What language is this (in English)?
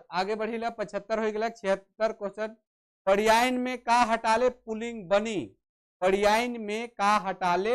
Sadri